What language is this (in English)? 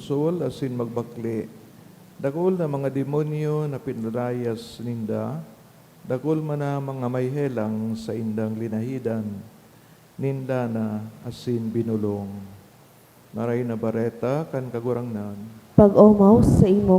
Bikol